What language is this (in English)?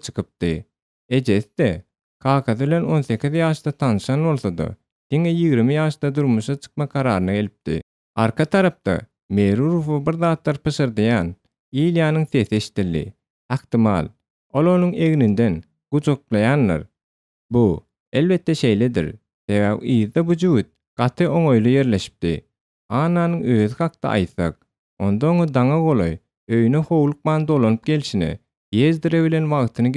Turkmen